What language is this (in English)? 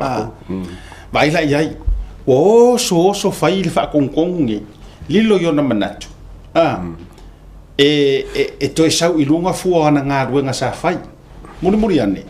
Samoan